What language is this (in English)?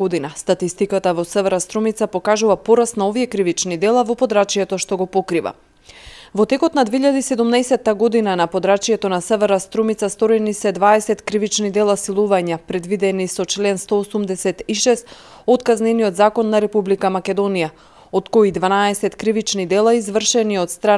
Macedonian